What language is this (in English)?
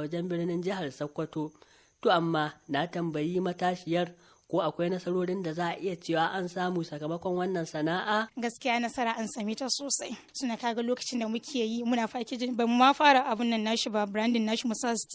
Hausa